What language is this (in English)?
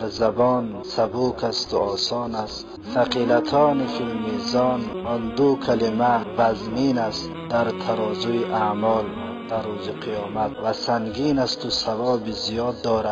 Tajik